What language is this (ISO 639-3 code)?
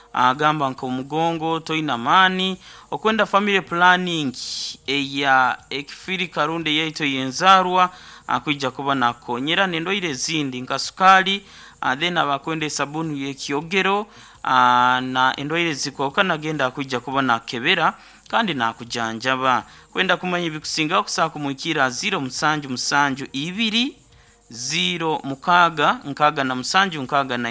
nyo